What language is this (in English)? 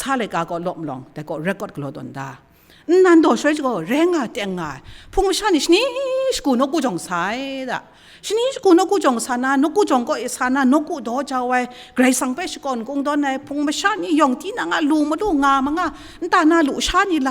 Kachin